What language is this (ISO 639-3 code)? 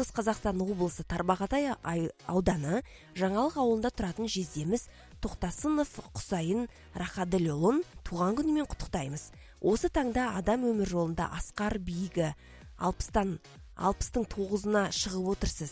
kaz